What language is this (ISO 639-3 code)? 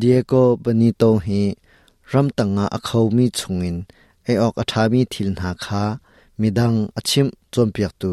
cnh